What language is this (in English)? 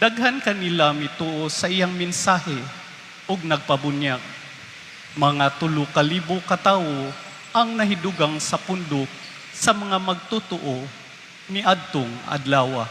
Cebuano